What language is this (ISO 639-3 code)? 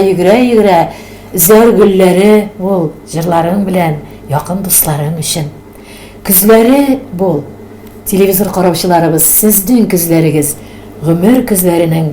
tat